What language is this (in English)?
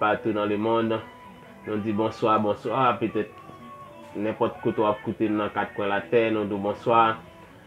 Haitian Creole